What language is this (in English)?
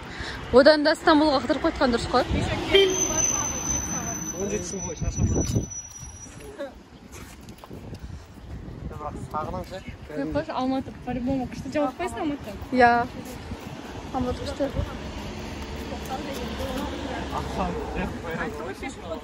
Kazakh